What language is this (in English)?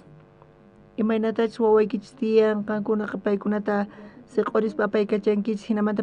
South Bolivian Quechua